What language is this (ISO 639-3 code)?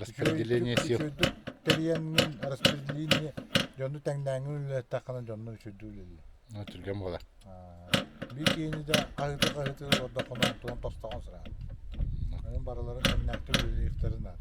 sah